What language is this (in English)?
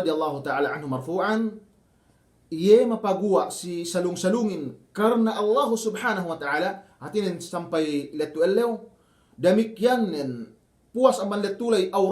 Yakan